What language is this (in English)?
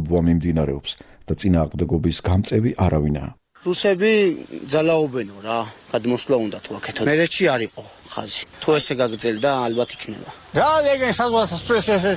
Georgian